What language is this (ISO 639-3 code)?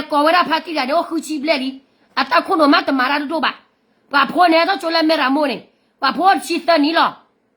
ksw